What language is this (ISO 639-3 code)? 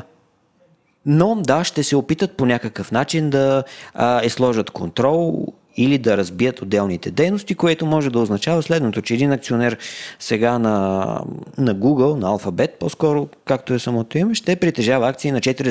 bul